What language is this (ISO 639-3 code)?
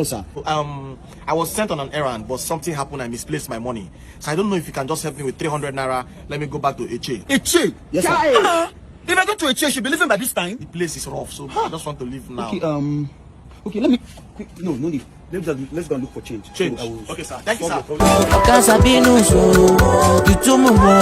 pcm